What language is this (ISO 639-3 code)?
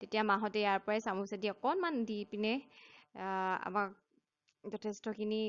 asm